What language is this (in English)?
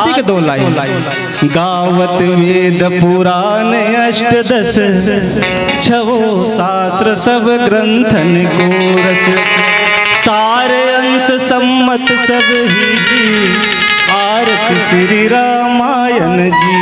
Chhattisgarhi